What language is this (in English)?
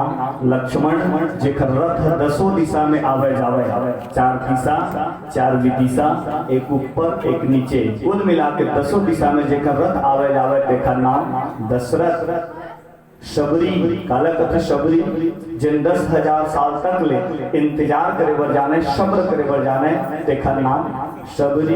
Chhattisgarhi